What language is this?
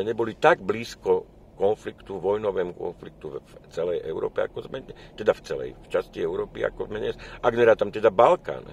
Slovak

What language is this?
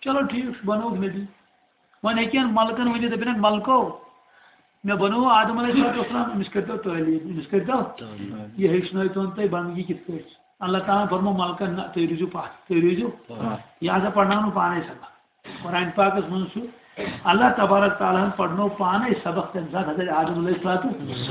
Kashmiri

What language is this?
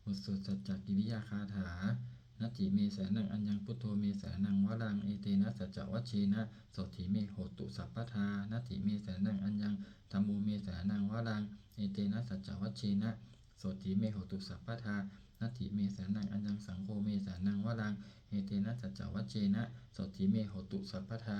Pali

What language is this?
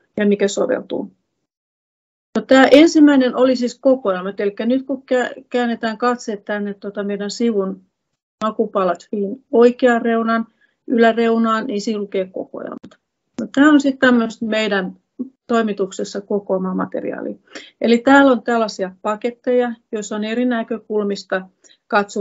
Finnish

